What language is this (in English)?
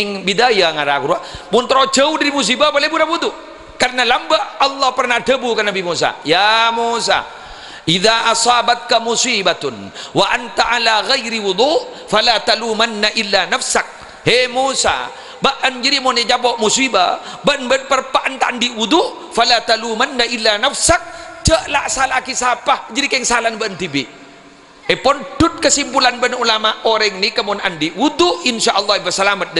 Madurese